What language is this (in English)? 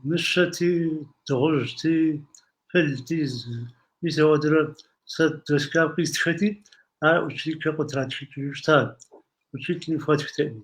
Kabardian